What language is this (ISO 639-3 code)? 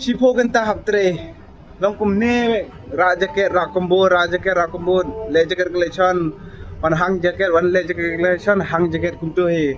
kha